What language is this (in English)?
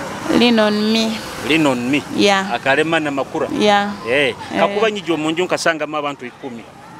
Nyoro